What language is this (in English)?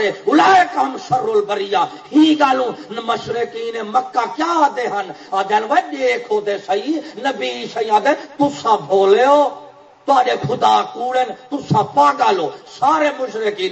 Saraiki